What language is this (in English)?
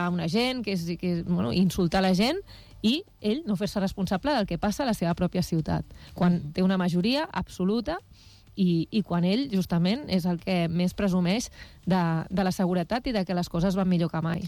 Catalan